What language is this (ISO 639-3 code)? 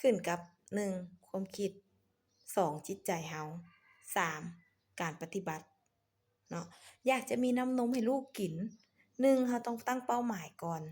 lao